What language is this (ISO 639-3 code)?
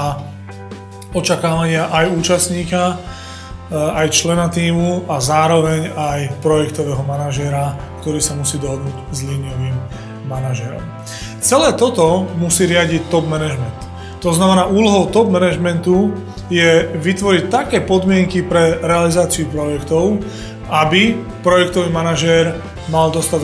slk